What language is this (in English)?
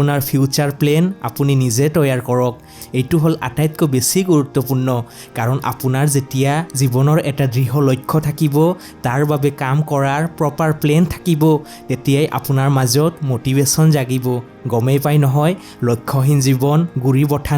Assamese